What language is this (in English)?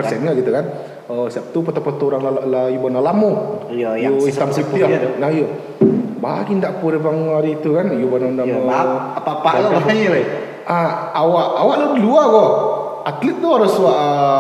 Minangkabau